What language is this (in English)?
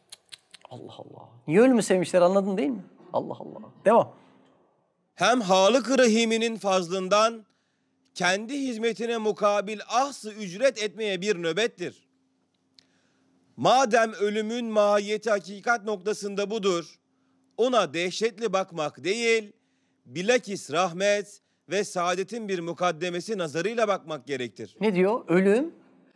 Turkish